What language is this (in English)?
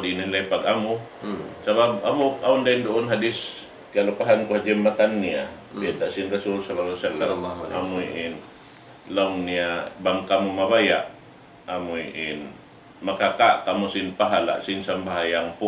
Tausug